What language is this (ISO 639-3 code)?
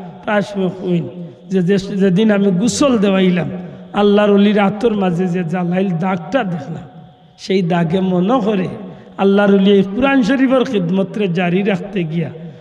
syl